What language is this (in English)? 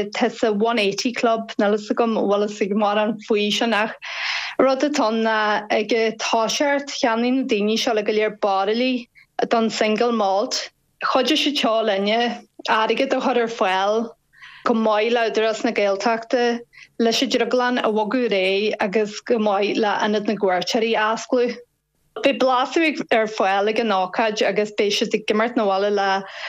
Irish